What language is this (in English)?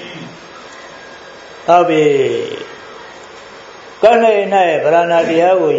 Burmese